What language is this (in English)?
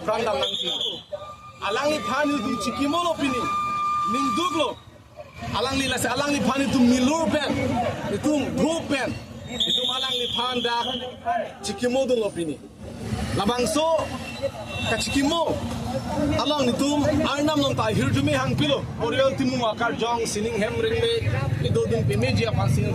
Karbi